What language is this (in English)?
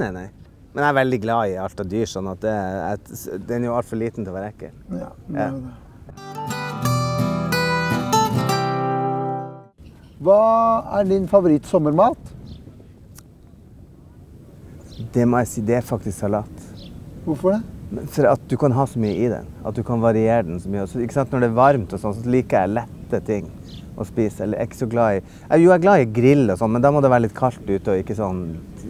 Norwegian